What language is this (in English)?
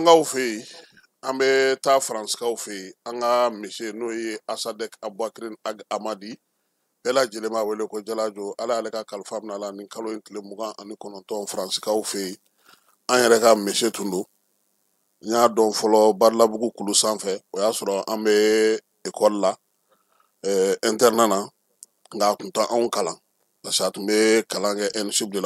Bambara